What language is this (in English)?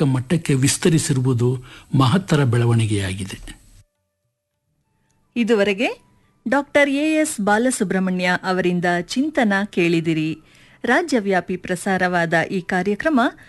Kannada